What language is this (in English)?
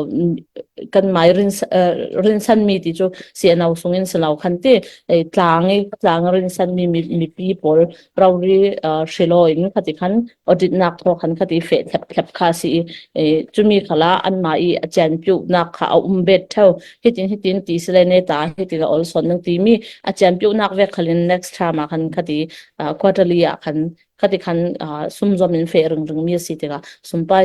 Falam Chin